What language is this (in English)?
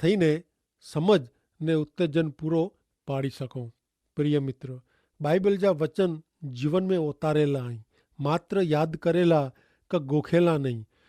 Kachhi